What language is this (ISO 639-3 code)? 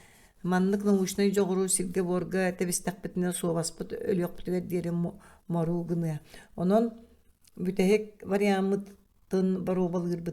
sah